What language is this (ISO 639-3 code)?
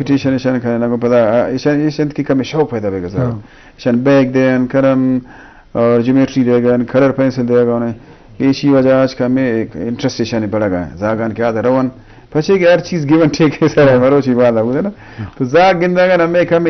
bgp